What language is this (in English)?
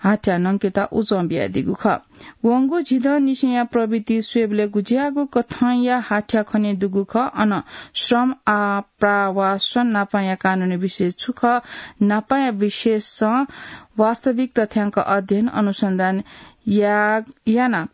Newari